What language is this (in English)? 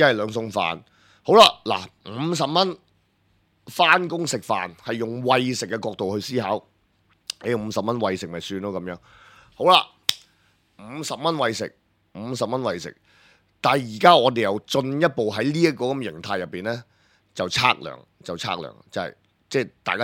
Cantonese